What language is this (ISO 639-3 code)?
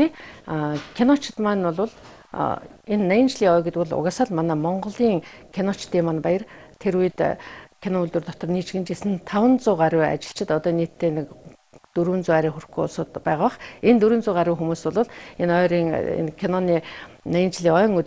mon